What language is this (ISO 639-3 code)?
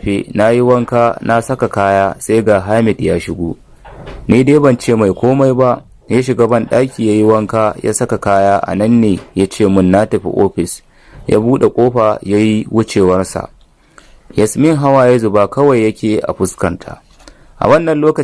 hau